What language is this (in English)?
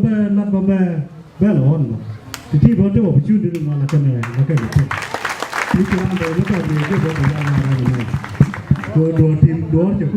Nuer